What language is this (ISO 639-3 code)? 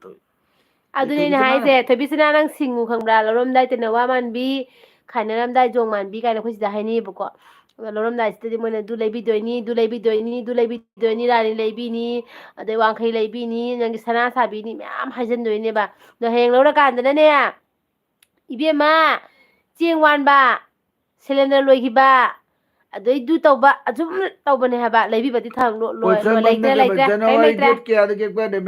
mni